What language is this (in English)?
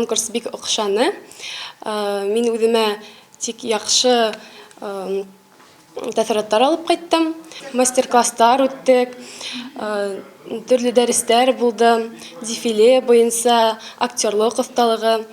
Bashkir